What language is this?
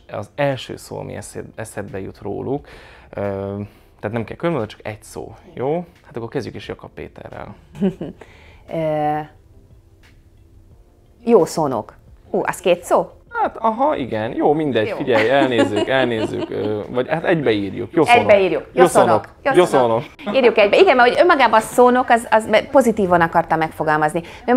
Hungarian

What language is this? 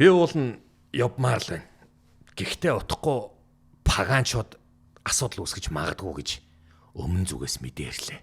Mongolian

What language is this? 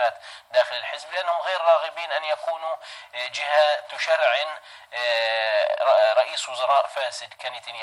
Arabic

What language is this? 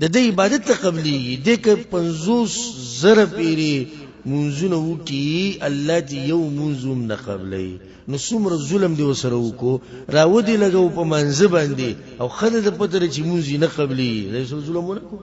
Pashto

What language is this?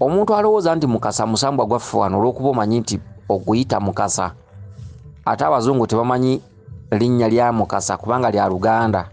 Ganda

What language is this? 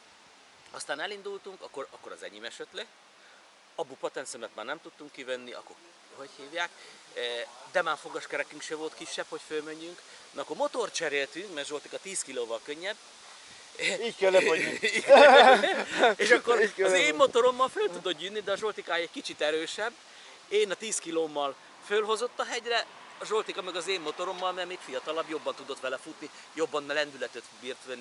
Hungarian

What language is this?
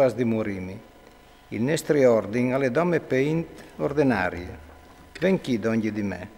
Friulian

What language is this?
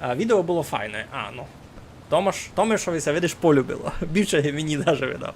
Rusyn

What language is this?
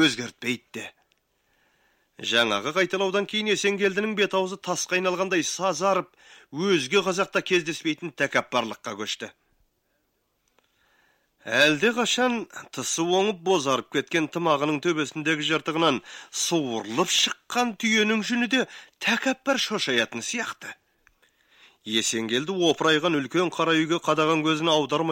Kazakh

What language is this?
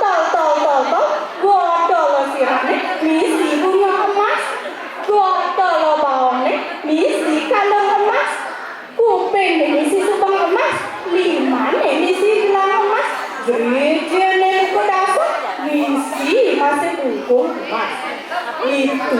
Balinese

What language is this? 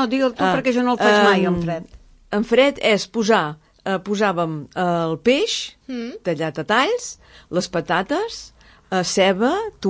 Catalan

